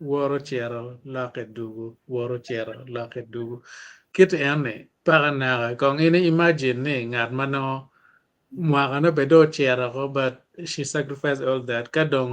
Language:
Acoli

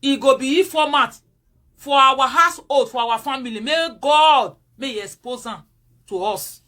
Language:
Nigerian Pidgin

